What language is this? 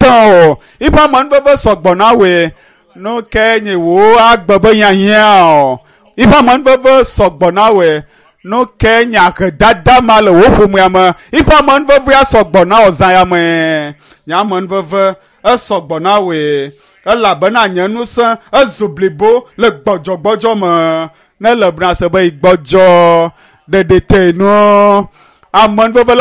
Ewe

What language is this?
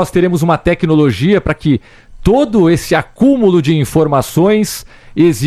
Portuguese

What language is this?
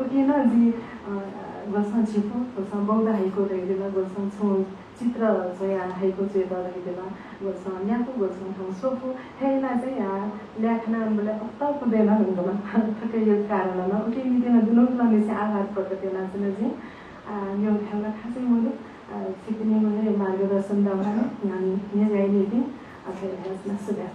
Newari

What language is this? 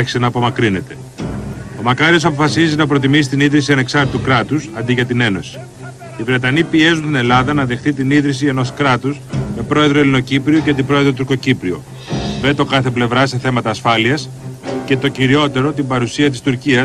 Greek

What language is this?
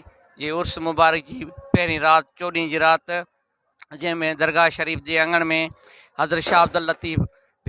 Sindhi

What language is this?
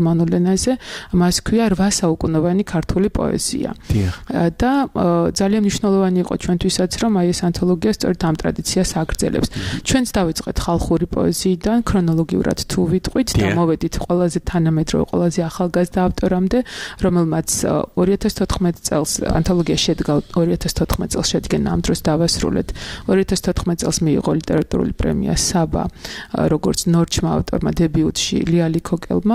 Georgian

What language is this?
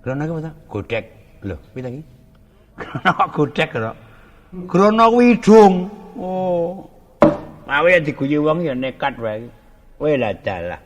Javanese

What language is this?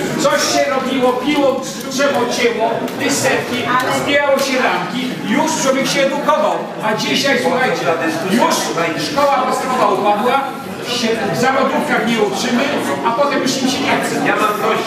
Polish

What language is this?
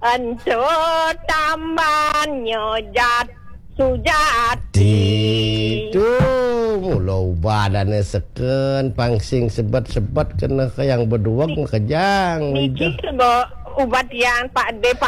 Balinese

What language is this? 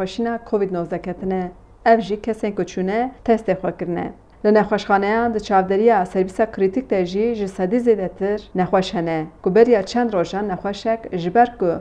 Kurdish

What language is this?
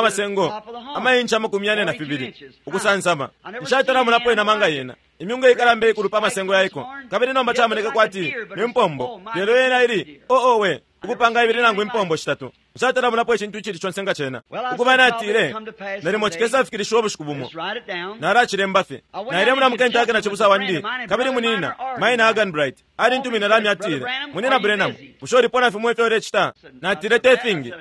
Bemba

